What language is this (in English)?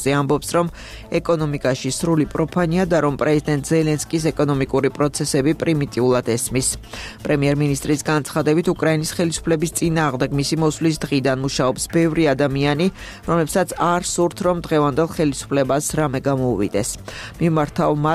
Georgian